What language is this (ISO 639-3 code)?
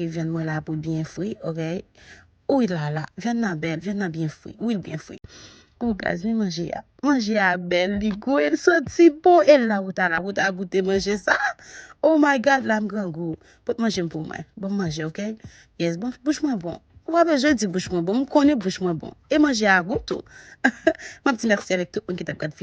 hat